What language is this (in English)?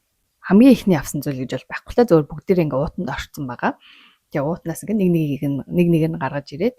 Mongolian